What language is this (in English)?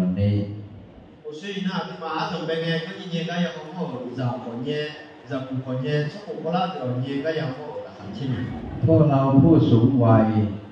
Akha